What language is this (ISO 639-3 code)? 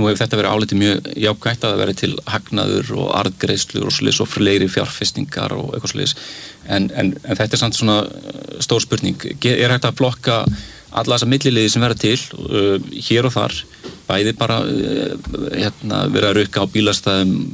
isl